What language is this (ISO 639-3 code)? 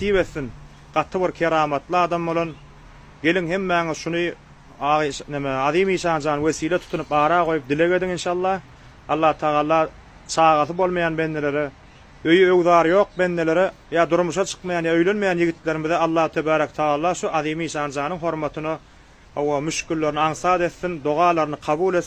tuk